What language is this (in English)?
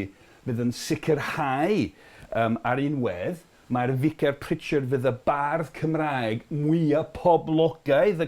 Welsh